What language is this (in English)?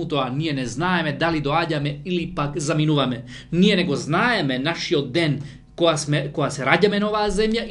Macedonian